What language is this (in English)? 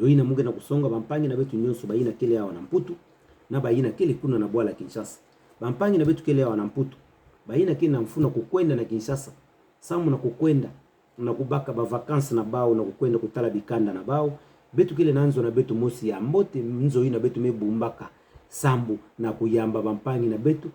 Kituba (Democratic Republic of Congo)